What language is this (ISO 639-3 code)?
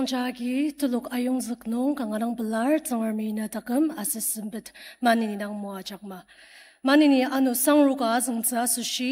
njo